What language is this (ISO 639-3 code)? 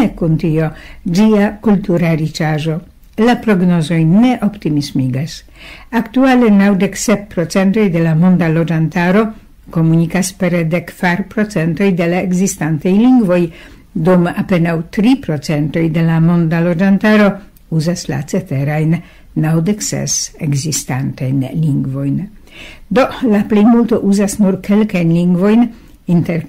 epo